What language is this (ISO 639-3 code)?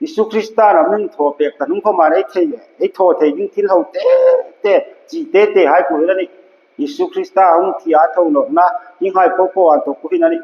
hmr